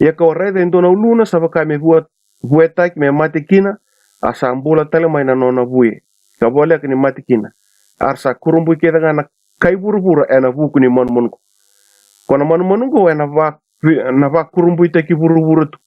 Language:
Fijian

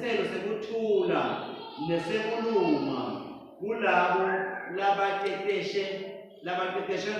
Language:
Swati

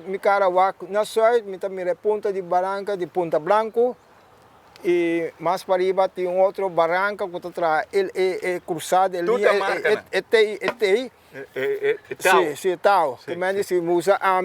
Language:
Papiamento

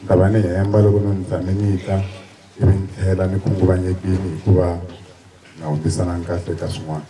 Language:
Tsonga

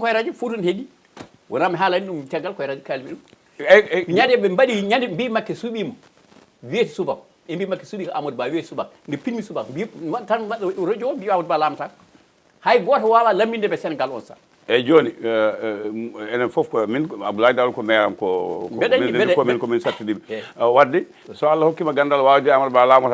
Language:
Fula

